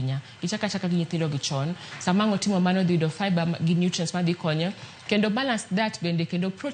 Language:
Luo (Kenya and Tanzania)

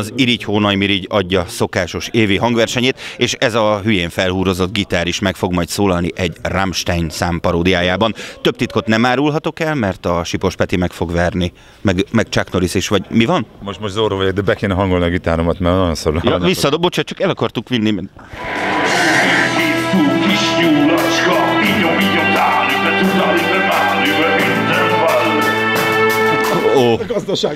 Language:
Hungarian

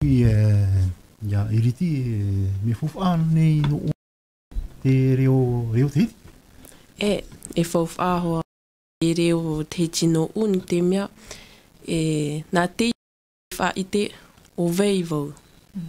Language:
Tahitian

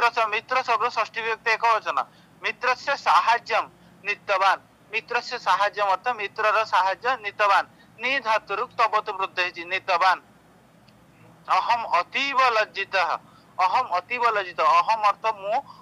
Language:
Odia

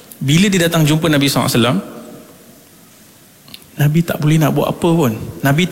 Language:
Malay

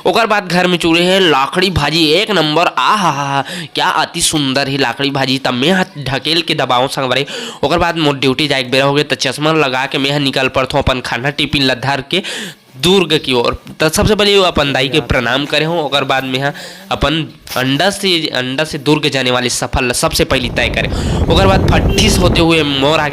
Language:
Chhattisgarhi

